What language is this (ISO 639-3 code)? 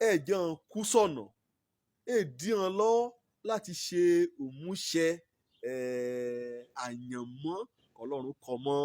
yor